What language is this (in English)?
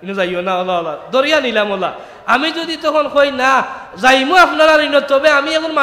Sylheti